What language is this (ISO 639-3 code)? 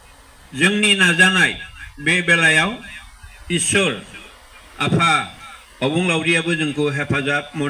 brx